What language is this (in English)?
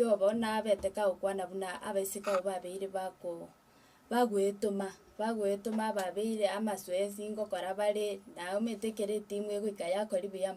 Gusii